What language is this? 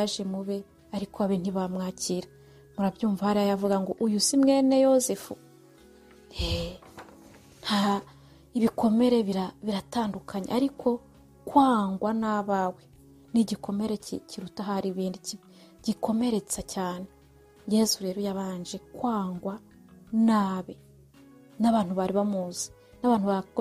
Kinyarwanda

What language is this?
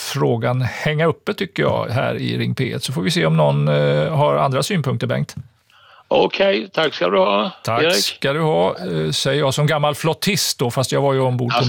Swedish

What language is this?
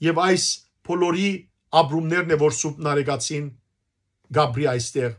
Western Armenian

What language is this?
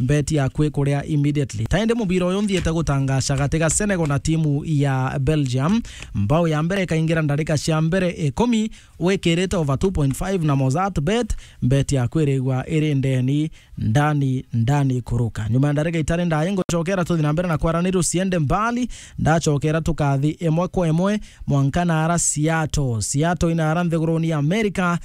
Meru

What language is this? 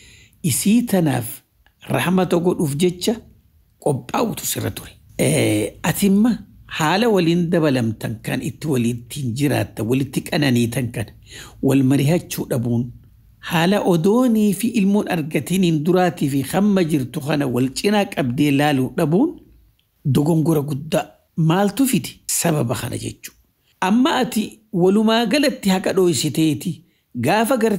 Oromo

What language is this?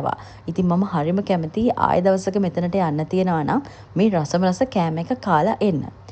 Sinhala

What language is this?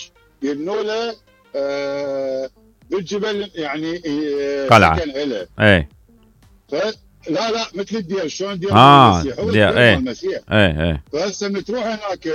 Mesopotamian Arabic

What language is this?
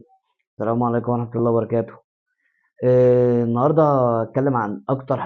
Egyptian Arabic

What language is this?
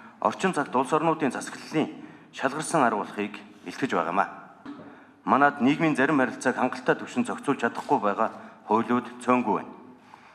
Mongolian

